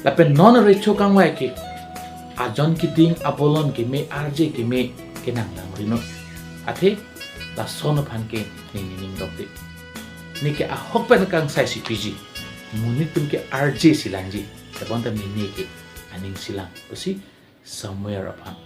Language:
Karbi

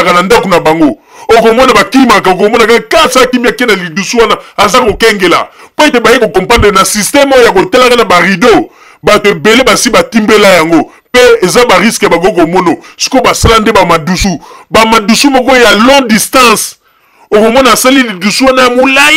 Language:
Lingala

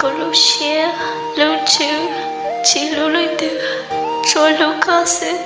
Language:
Hmong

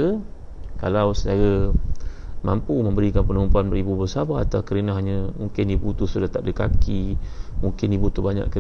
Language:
Malay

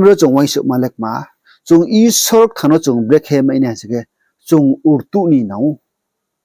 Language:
Riang (India)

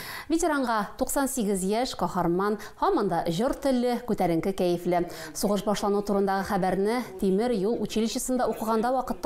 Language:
Tatar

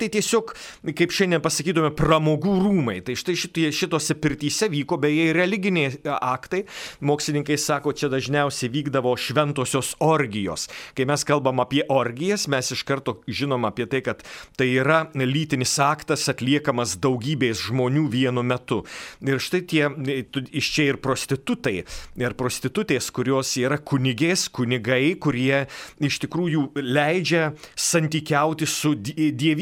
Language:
Lithuanian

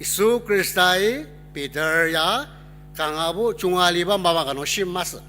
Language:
Ao Naga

